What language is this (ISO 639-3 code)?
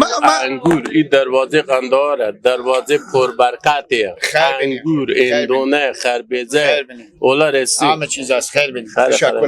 fas